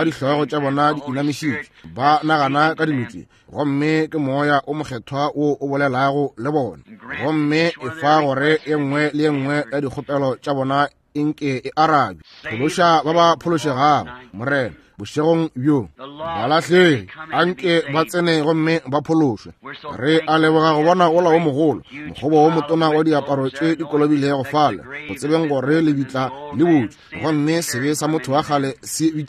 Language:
Northern Sotho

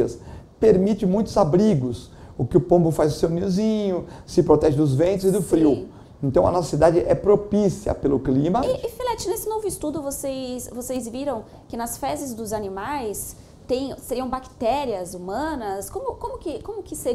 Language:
Portuguese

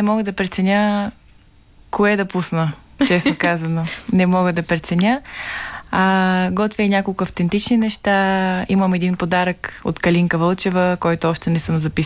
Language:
Bulgarian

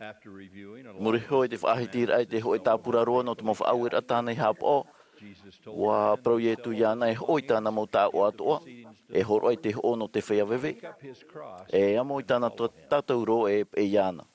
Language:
Tahitian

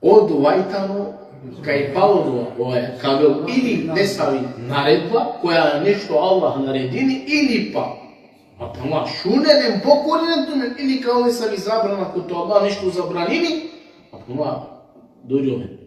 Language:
Balkan Romani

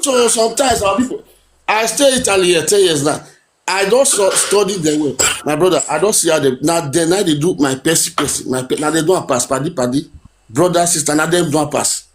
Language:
Nigerian Pidgin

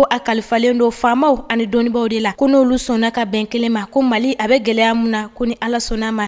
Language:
Bambara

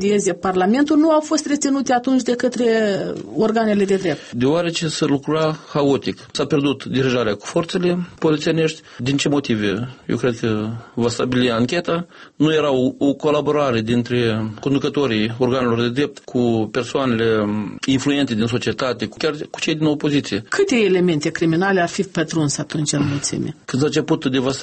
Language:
Romanian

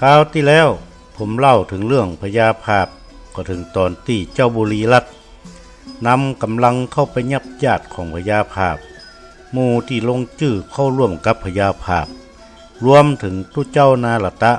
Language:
Northern Thai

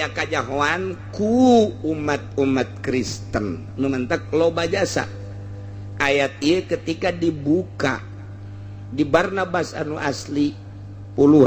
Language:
Sundanese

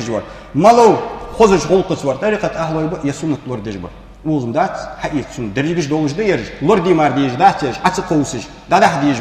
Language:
Ingush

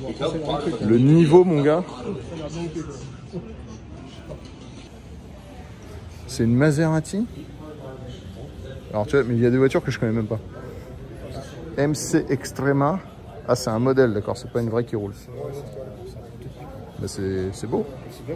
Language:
French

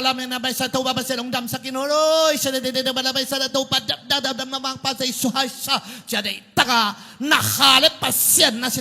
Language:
Tedim Chin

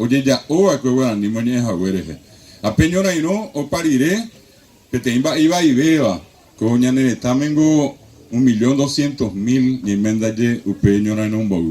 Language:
Guarani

